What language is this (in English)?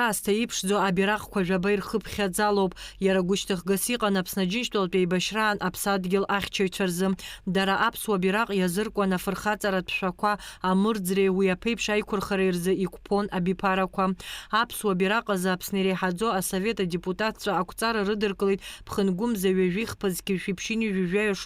Abkhazian